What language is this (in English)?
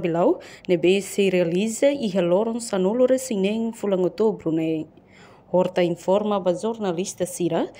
Tetum